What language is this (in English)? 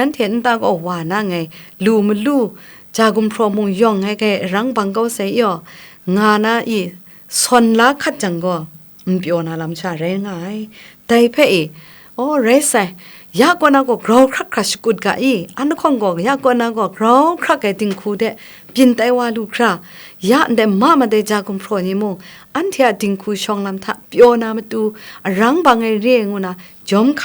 Kachin